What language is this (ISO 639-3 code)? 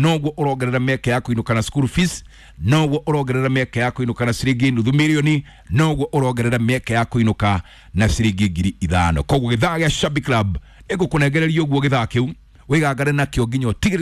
kik